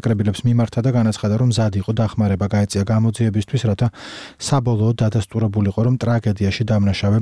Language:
Georgian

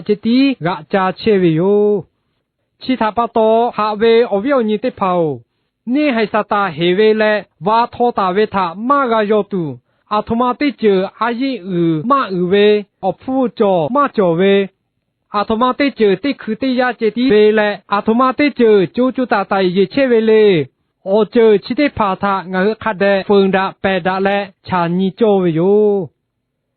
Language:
Lahu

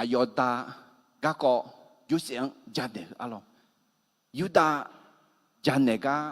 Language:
Akha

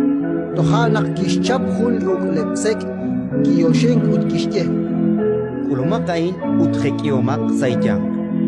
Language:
Kekchí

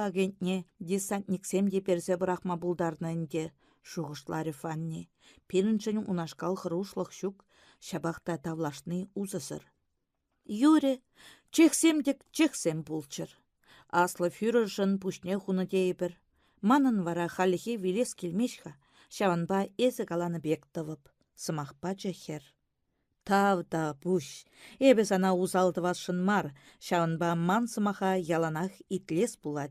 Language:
Chuvash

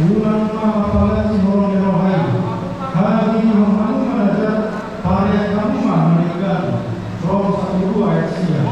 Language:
Batak Toba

